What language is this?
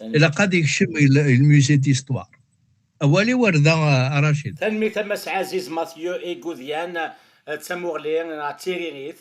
Kabyle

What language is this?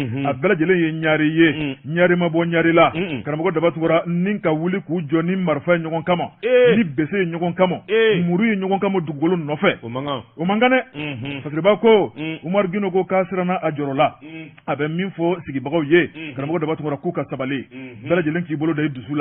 Bambara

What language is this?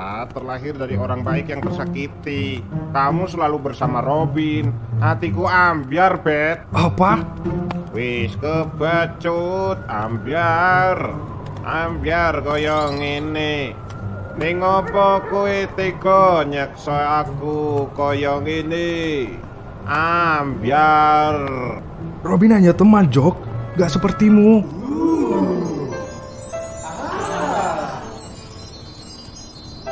Malay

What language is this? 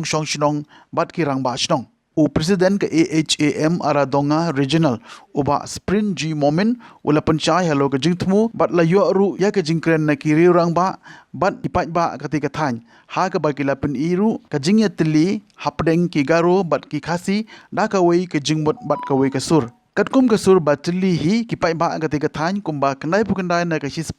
Khasi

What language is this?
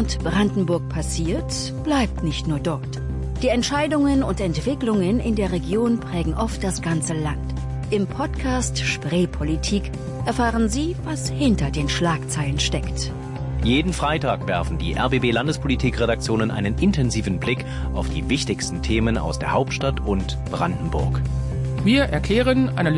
German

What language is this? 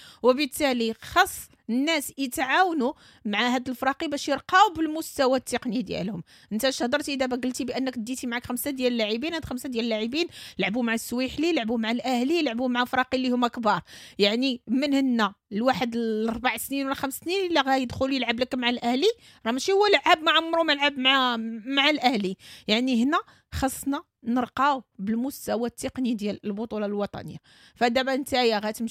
Moroccan Arabic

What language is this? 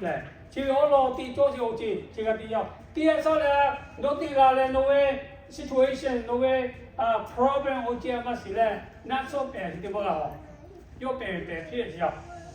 Lahu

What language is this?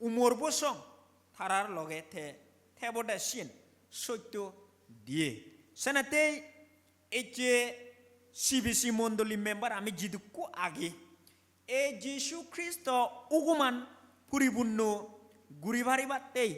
Chakma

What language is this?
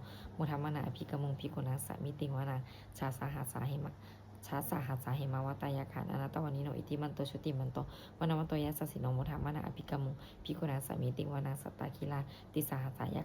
Pali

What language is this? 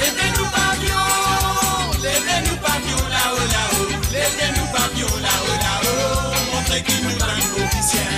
Morisyen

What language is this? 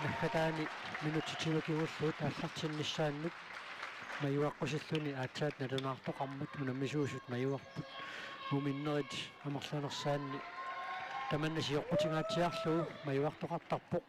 Kalaallisut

